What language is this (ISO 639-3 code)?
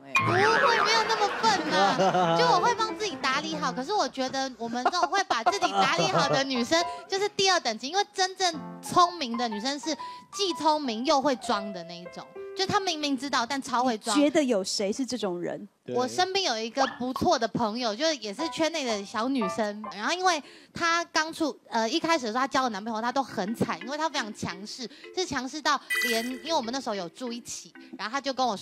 zho